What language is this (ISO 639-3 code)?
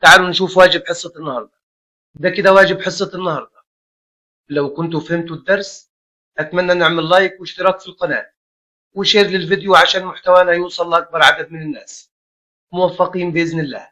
arz